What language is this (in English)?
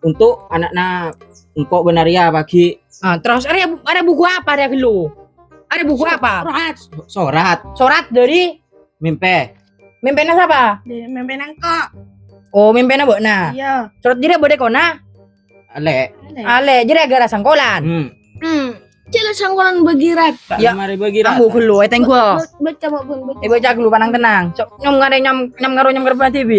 Madurese